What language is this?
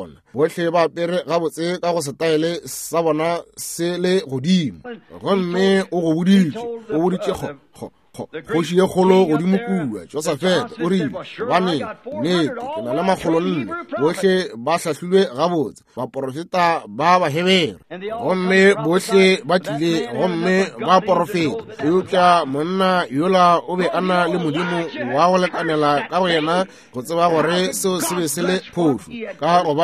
Northern Sotho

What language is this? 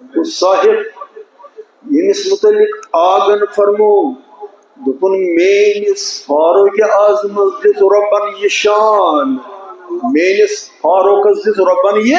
Kashmiri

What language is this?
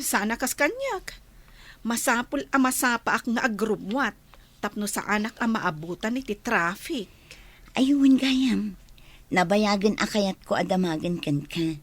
Iloko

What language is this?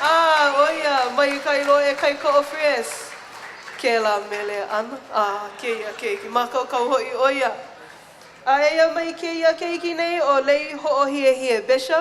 Hawaiian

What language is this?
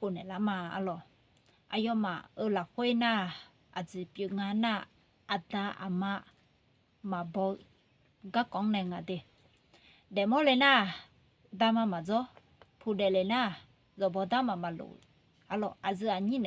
Akha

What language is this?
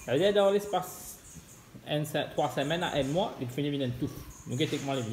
Morisyen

